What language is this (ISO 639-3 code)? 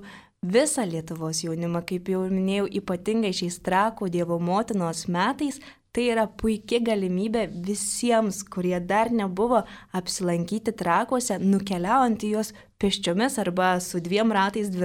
lit